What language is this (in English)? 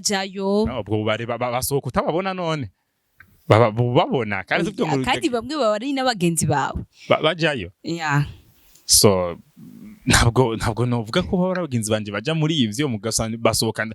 Rundi